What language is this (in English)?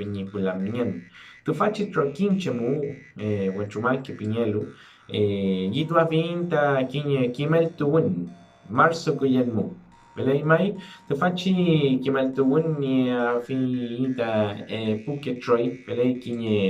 Mapuche